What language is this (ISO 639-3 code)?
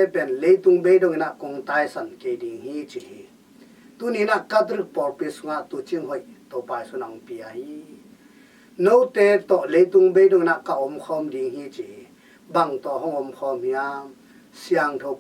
ctd